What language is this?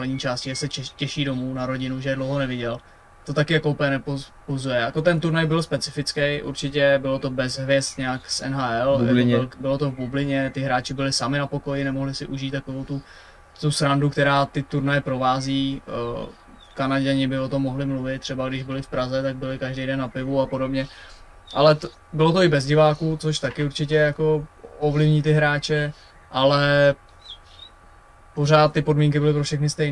Czech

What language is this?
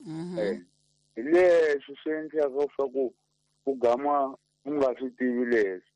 Tsonga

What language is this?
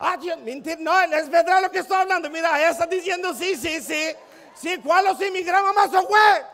Ladino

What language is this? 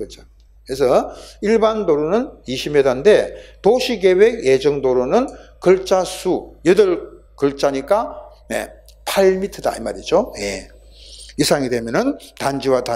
Korean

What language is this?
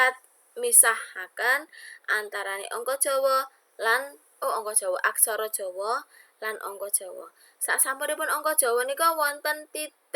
Javanese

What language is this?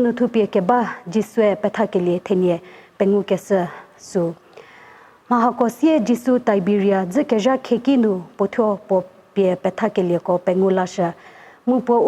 Angami Naga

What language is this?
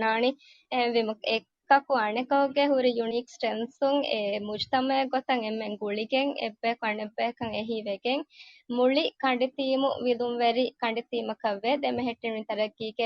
Divehi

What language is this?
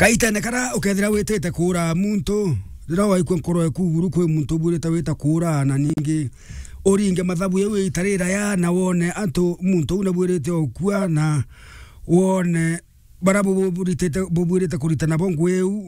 Meru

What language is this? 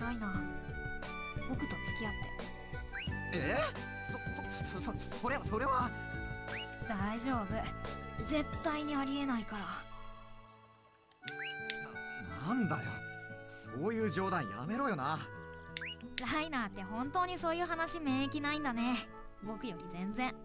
Japanese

